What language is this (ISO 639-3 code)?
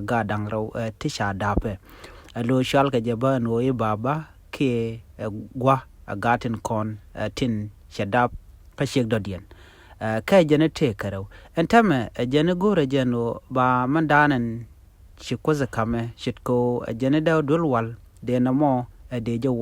nus